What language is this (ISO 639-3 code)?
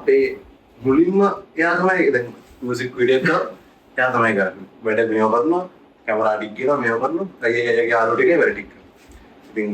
sin